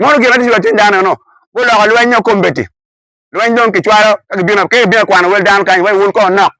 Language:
Acoli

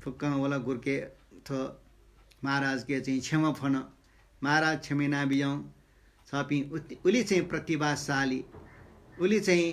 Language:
Newari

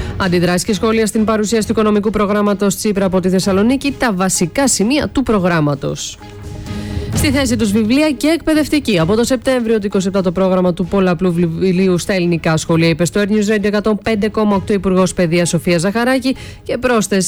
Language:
Greek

